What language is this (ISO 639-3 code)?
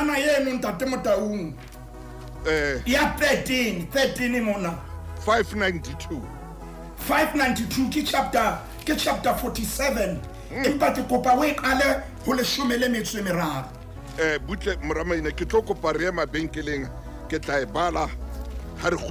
sot